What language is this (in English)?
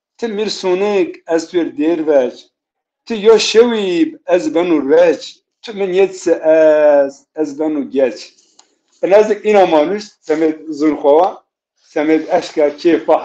Zaza